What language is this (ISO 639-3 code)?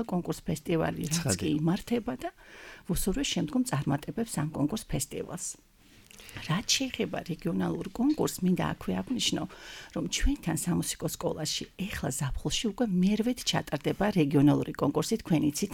kat